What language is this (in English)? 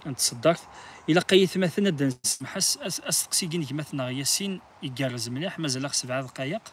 Kabyle